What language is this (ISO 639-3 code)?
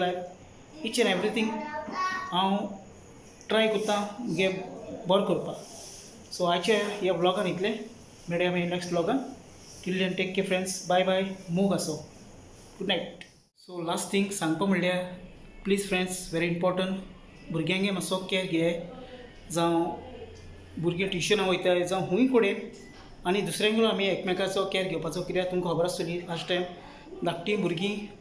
kok